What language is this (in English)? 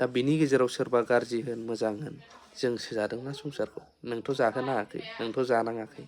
Bodo